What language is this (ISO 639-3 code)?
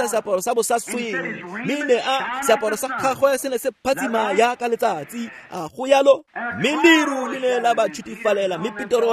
tsn